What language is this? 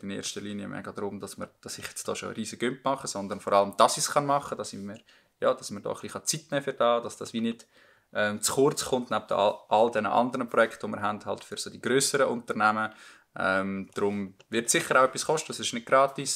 Swiss German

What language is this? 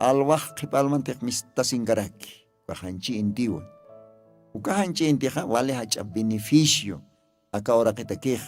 Aymara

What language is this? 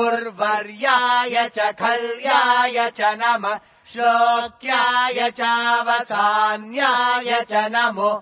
Sanskrit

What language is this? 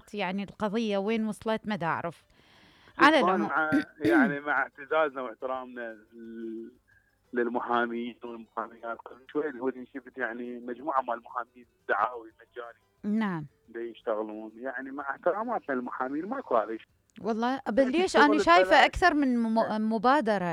Mesopotamian Arabic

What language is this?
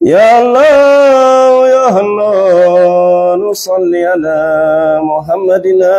Fula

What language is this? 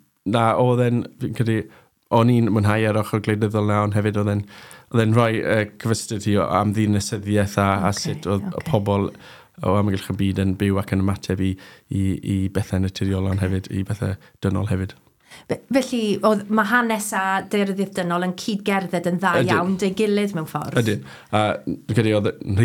Welsh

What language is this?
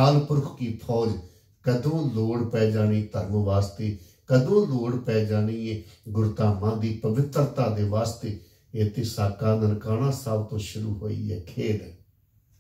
Punjabi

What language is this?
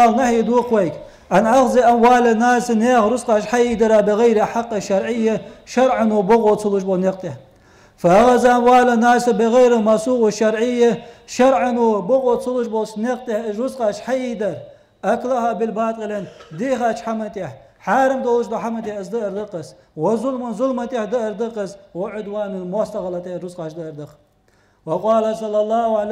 Ingush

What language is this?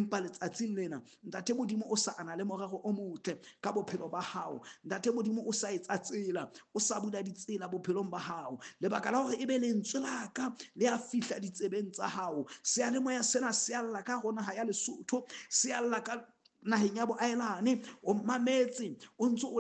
Southern Sotho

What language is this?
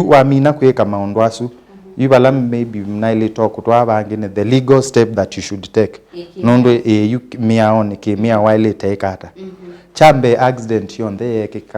Kamba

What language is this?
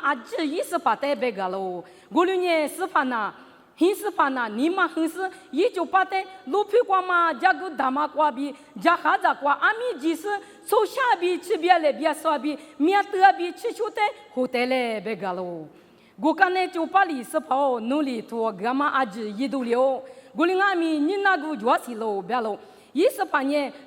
Lisu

